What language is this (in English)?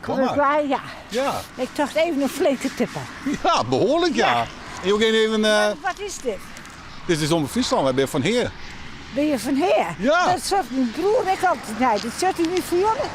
Western Frisian